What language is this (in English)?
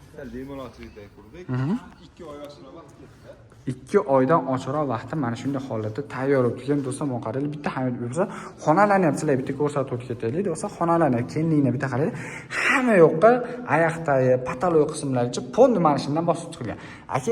Uzbek